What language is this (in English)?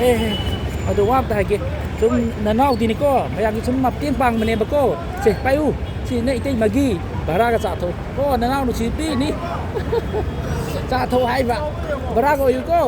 Manipuri